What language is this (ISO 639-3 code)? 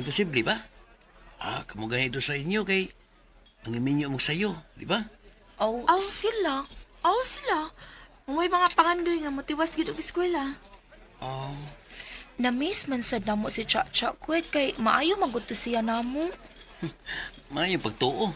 ceb